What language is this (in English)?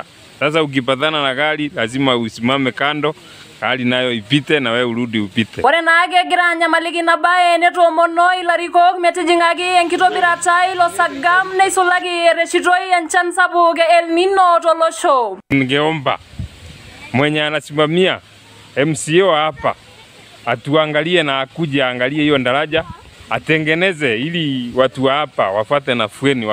Masai